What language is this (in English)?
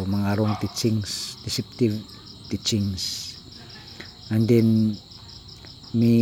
Cebuano